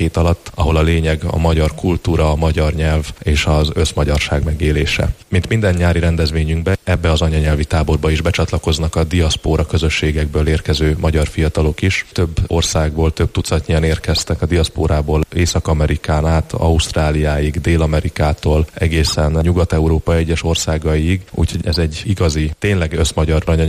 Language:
Hungarian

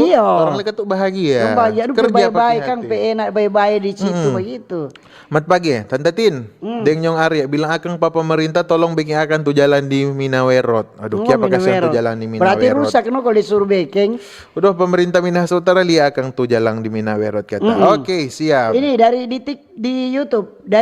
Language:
Manado Malay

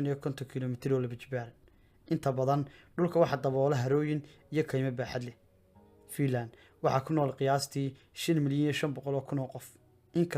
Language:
Somali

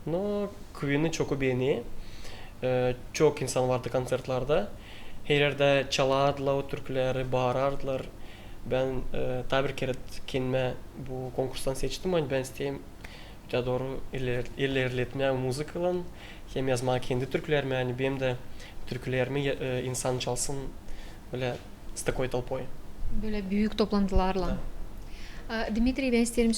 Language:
Gagauz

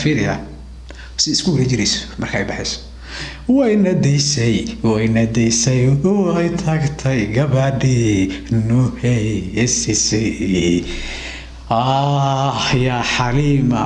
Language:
Somali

